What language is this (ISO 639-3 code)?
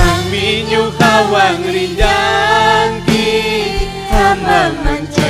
quy